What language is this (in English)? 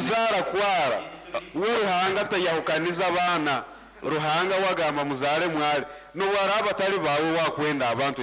Nyankole